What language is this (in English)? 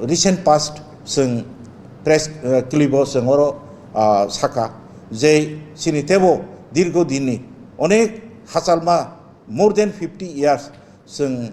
Kok Borok